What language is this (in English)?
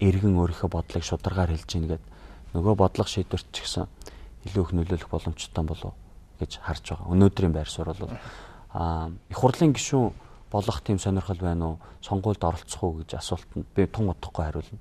Mongolian